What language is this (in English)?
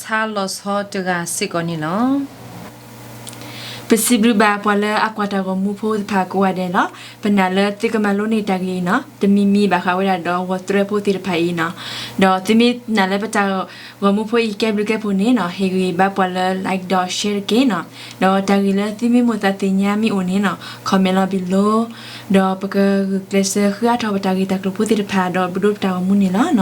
S'gaw Karen